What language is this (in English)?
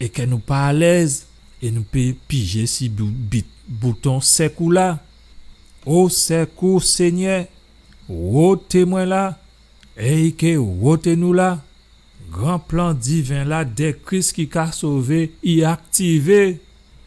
Guadeloupean Creole French